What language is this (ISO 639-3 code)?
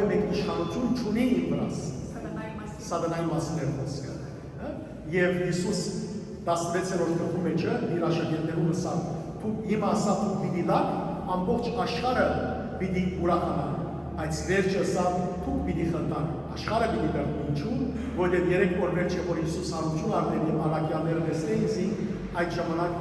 hyw